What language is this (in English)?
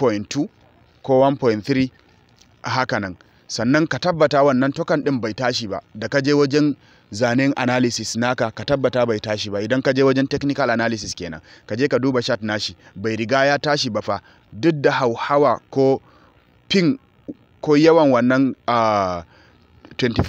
Hausa